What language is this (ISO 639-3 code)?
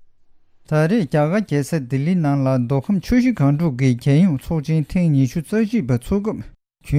bod